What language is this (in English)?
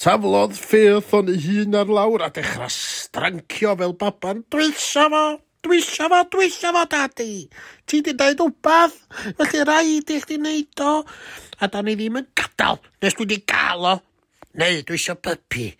Welsh